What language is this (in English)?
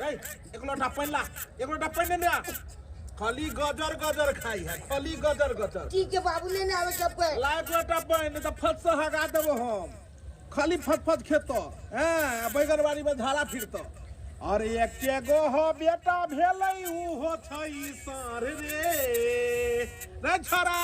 Maithili